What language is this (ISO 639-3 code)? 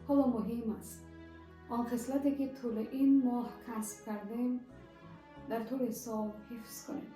tgk